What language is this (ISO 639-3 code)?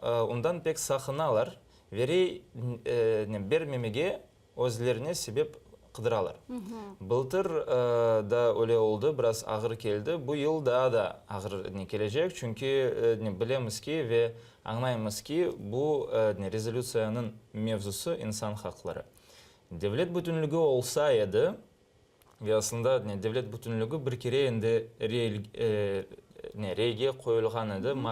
crh